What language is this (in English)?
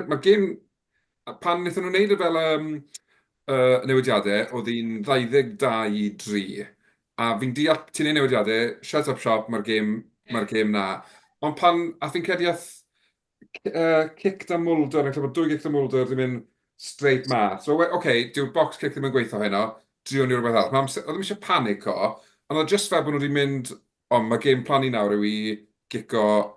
Welsh